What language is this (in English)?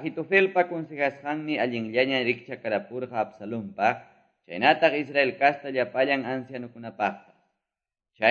Quechua